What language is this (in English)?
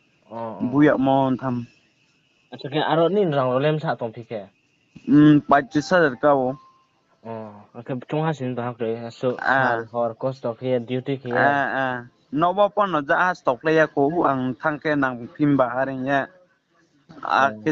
Riang (India)